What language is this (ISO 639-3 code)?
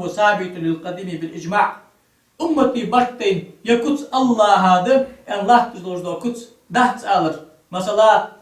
inh